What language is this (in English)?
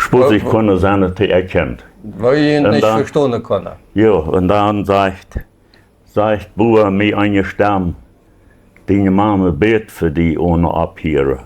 Plautdietsch